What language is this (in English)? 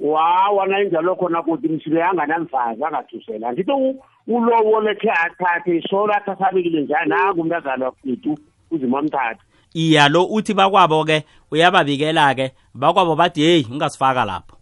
South Ndebele